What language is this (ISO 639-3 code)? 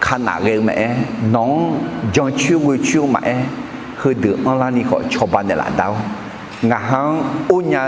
ahk